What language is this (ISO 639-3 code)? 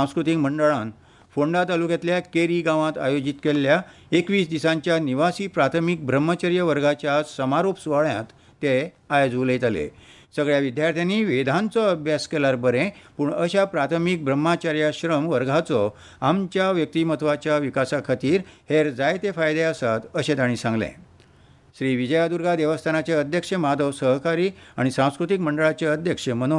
kok